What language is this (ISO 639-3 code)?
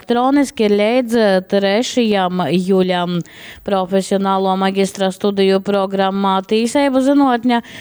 ltg